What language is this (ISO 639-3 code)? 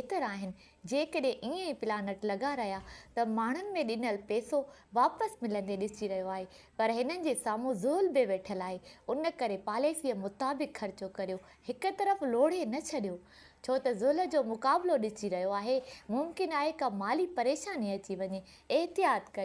snd